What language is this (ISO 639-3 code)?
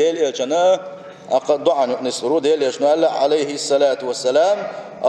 che